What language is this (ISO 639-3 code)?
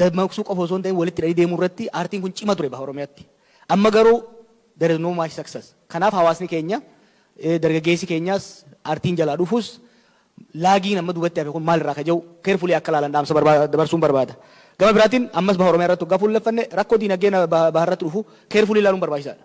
orm